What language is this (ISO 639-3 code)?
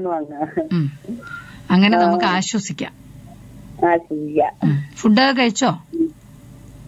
mal